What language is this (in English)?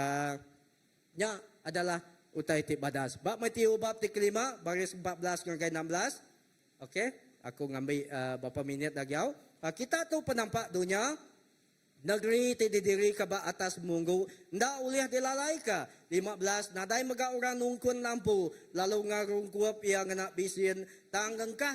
Iban